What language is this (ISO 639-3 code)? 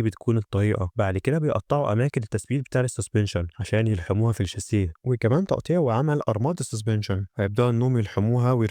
arz